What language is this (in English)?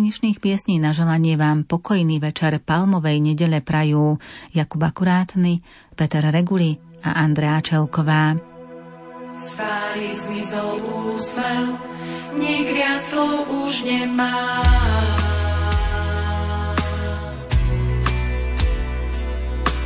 Slovak